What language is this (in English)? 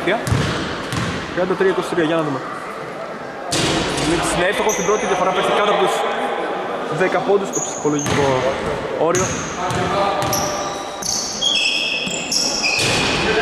Greek